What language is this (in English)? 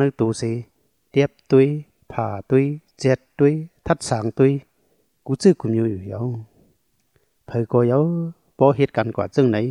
Thai